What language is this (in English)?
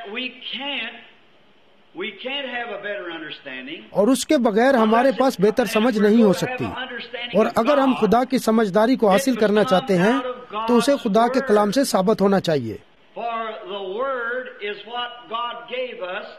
Urdu